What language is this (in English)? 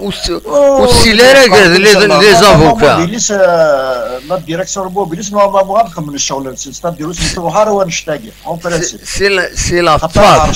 Kabyle